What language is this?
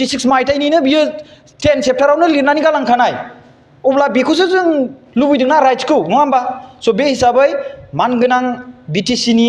Bodo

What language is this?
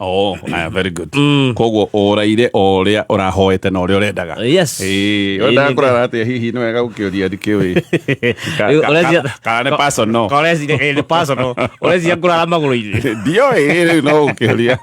Kikuyu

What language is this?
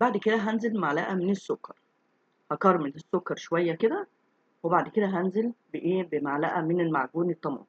Egyptian Arabic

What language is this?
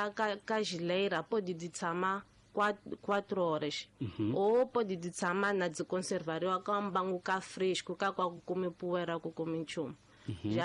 Tsonga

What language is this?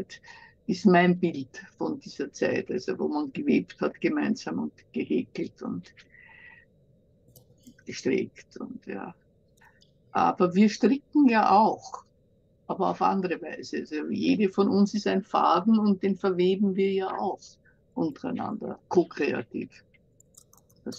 German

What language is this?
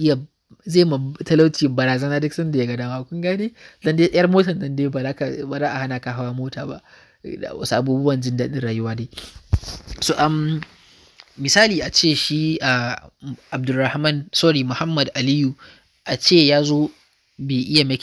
Hausa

